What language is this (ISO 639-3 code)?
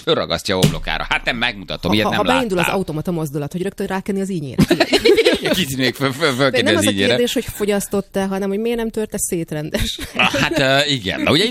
hun